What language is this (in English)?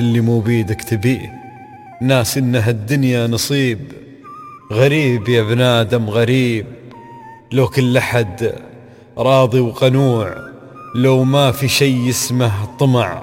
Gulf Arabic